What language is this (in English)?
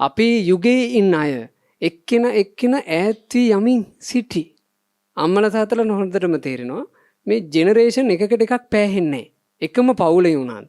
Sinhala